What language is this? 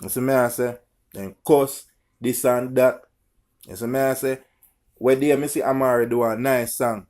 Jamaican Creole English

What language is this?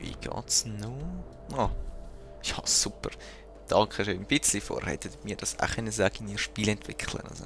Swiss German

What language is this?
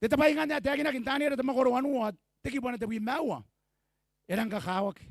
Gilbertese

